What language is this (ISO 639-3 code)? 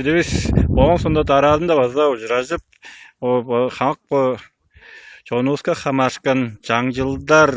tyv